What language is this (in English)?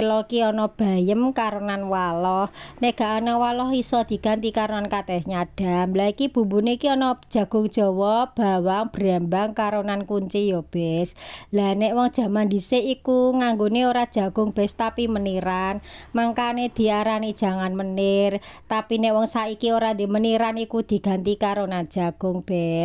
Javanese